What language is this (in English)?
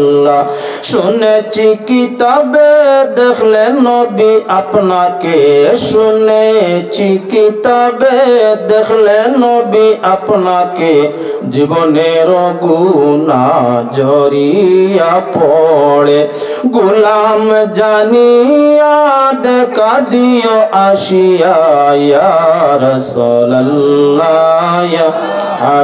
Sylheti